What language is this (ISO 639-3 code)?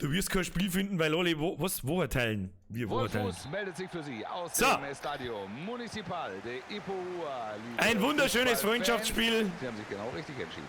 bar